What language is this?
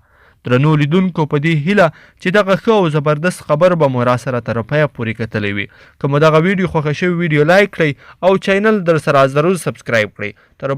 Pashto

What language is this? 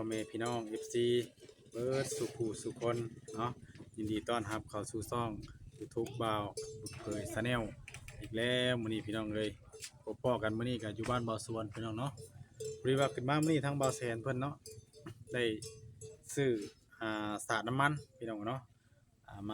Northeastern Thai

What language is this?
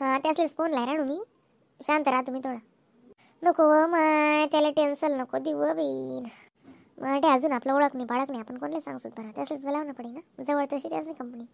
Khandesi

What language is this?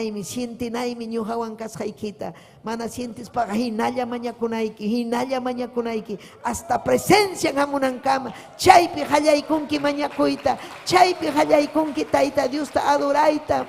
Ayacucho Quechua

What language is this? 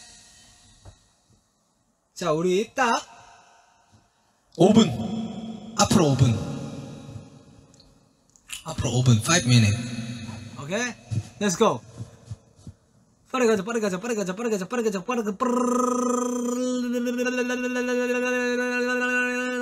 Korean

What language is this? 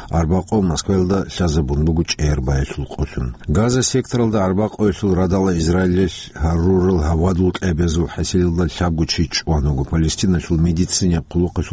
Avaric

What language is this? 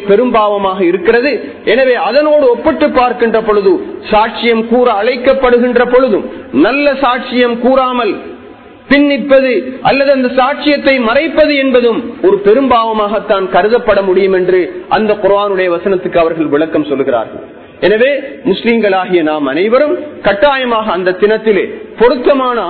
Tamil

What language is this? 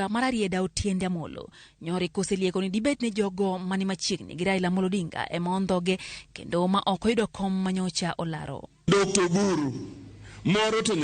Luo (Kenya and Tanzania)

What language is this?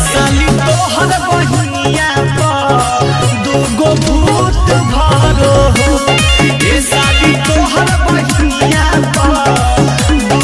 Magahi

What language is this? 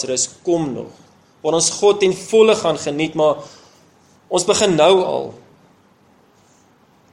Afrikaans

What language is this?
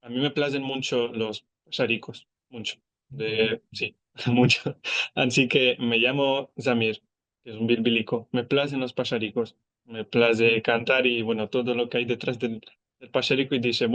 Ladino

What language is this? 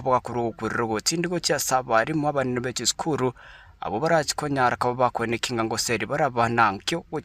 Gusii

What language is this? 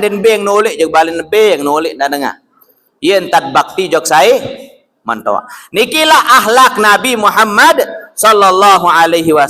Sasak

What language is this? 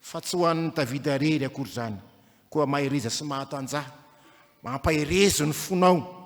Malagasy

